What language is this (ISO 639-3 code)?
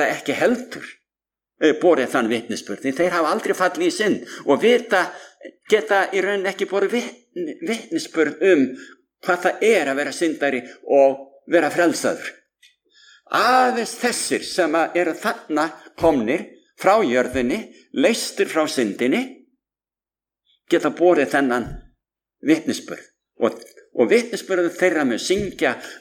isl